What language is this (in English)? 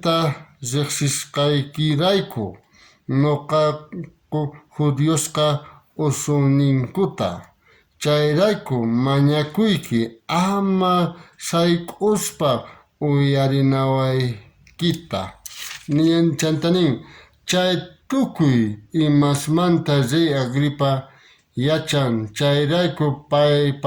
South Bolivian Quechua